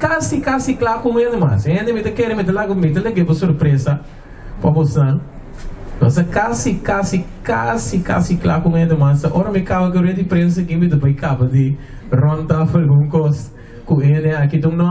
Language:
Papiamento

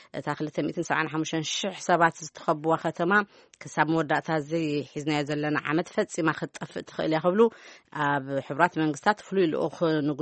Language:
Tigrinya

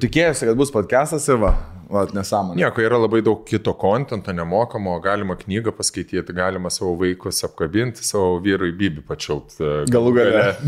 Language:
Lithuanian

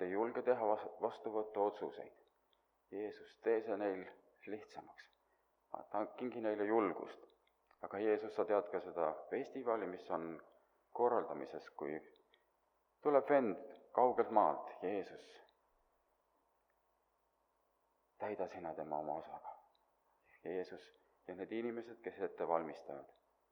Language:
Estonian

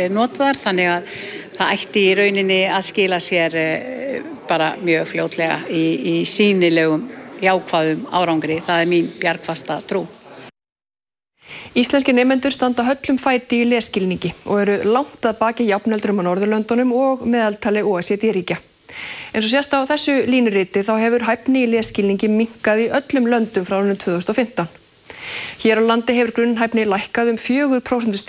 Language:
Icelandic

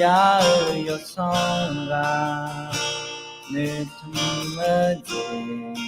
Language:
Akha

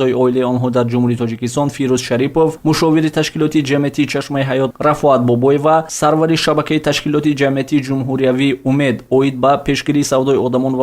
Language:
Tajik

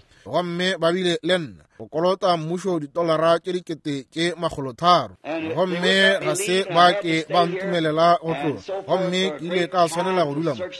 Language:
Northern Sotho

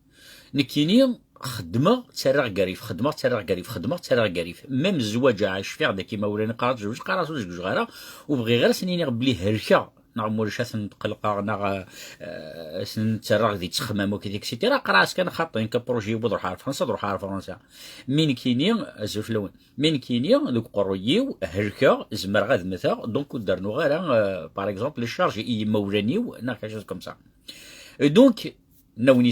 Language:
Kabyle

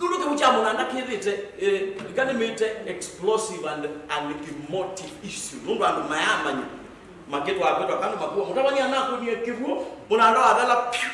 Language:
Kamba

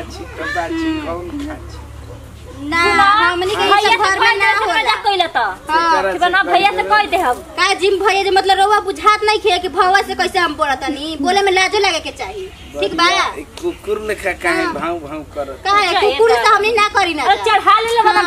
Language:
Bhojpuri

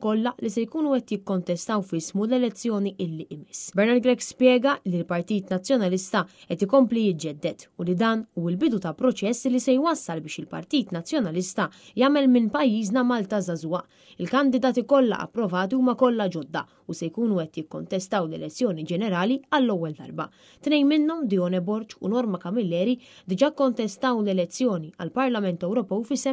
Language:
Maltese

